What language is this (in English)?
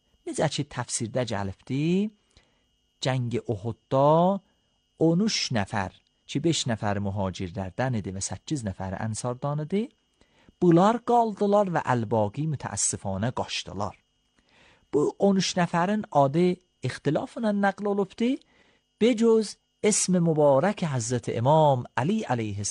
Azerbaijani